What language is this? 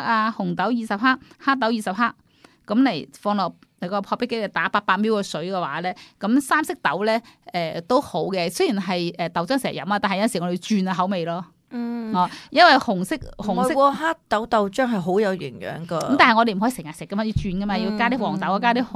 Cantonese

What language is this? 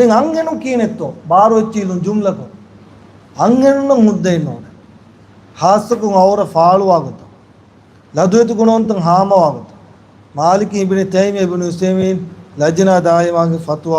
Divehi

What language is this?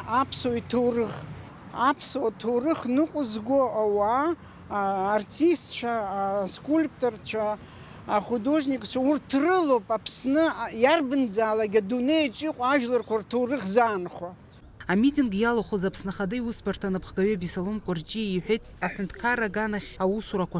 Abkhazian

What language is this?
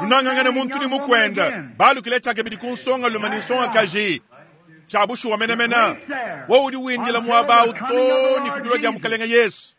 Luba-Lulua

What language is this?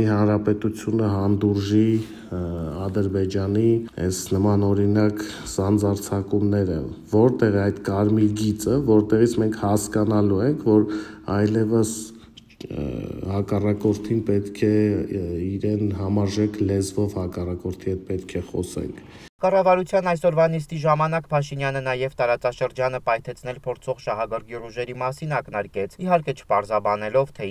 Armenian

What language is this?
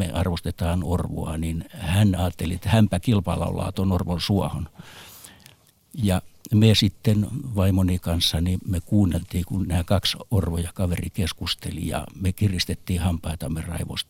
Finnish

